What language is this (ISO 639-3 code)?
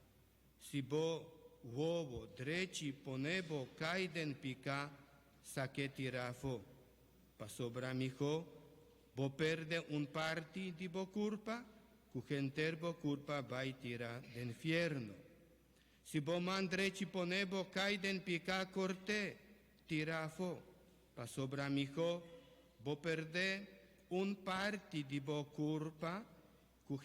pap